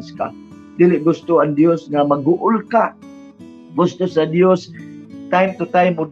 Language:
Cebuano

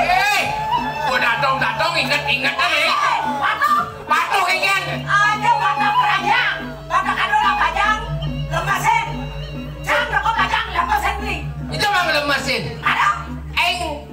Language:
Balinese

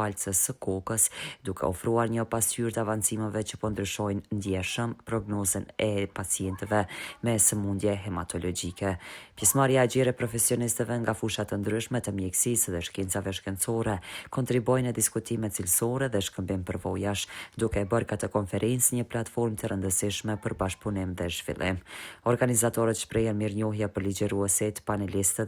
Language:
Albanian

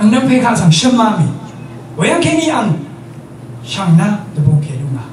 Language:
Rawang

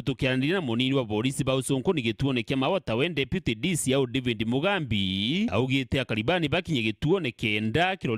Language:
Meru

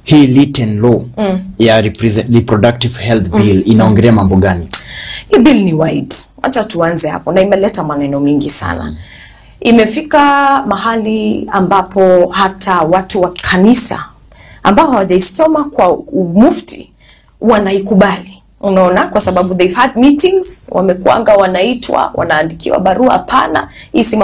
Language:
Swahili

